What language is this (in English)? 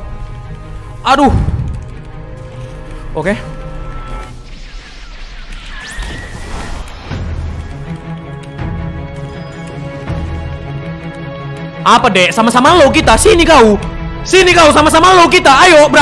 Indonesian